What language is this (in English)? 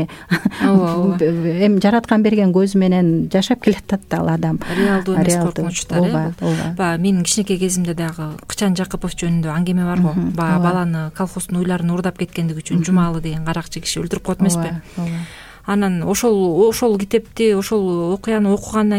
Kyrgyz